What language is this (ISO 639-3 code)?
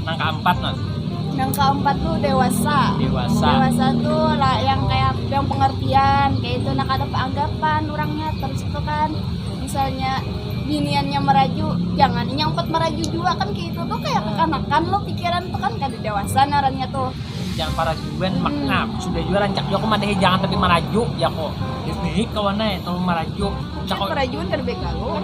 bjn